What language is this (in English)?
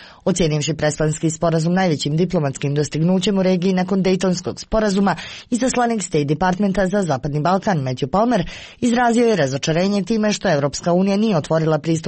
Serbian